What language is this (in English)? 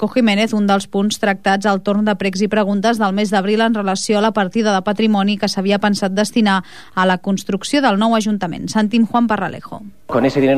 Catalan